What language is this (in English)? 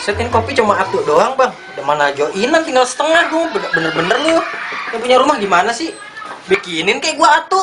Betawi